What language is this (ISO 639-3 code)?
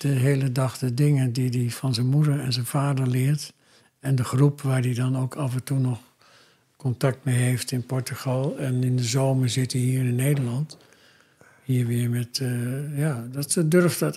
nld